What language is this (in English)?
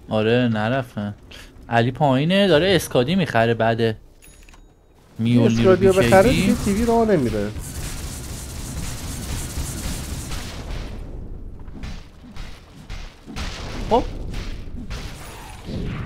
Persian